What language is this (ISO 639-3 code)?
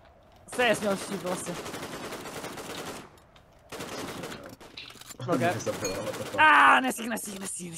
ces